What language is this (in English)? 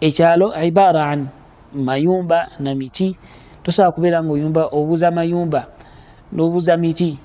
Ganda